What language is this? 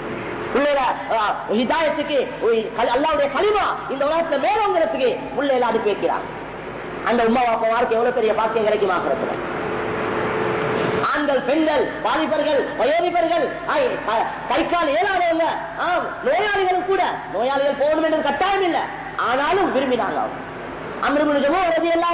Tamil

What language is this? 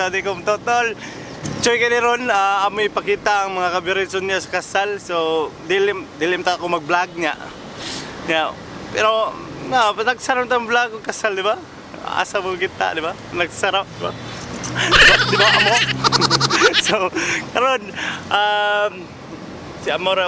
Cebuano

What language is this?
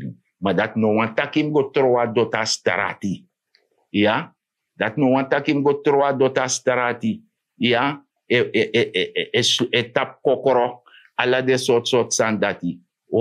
Sranan Tongo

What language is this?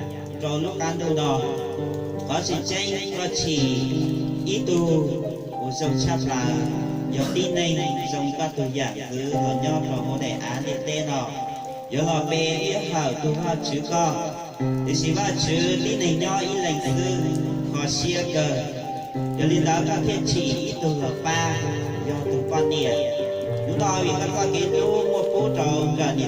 Hmong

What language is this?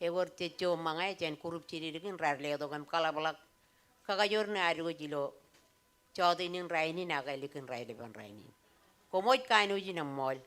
Marshallese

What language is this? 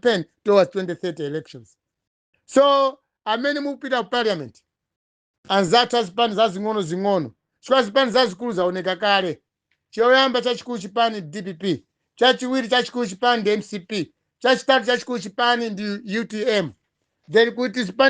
Nyanja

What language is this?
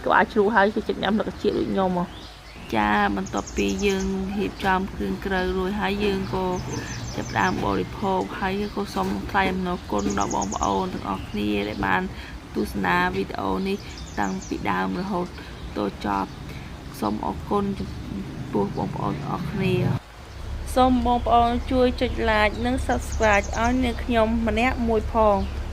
Khmer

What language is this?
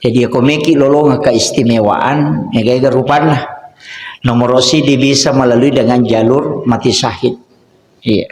Buginese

